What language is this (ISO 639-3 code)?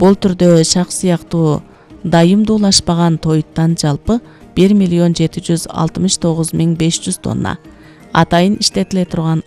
kir